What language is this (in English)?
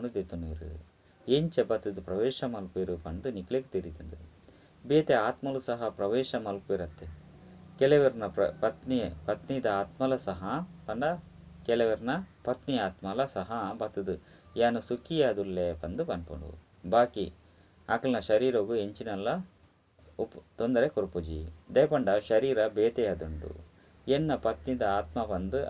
Tulu